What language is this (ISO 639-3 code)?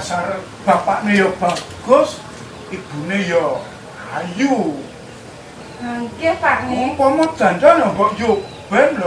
jav